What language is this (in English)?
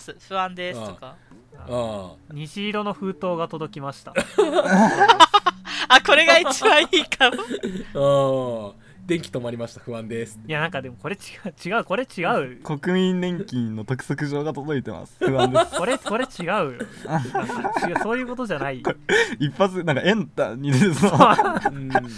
Japanese